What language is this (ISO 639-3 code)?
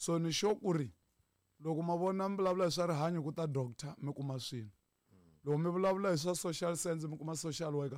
tso